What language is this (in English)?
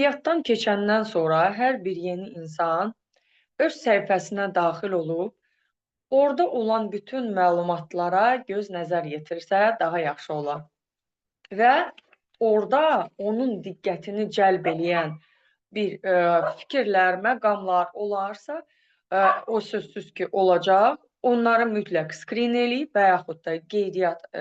Azerbaijani